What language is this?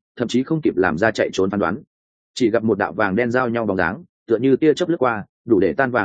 Vietnamese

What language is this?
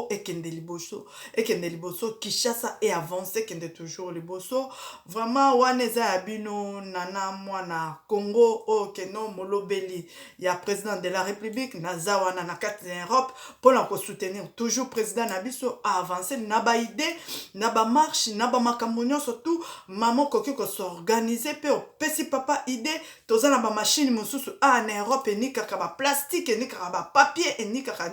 Lingala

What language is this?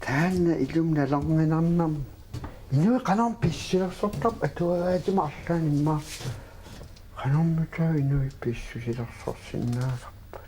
Kalaallisut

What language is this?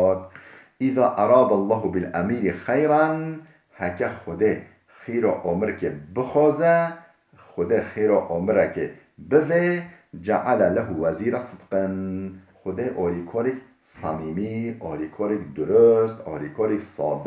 Kurdish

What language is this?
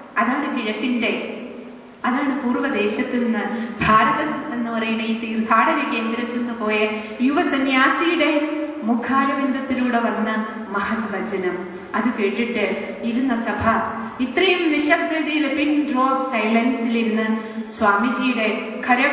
Malayalam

